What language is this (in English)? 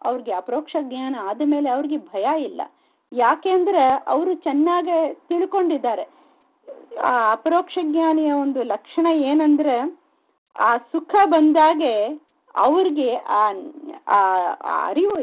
Kannada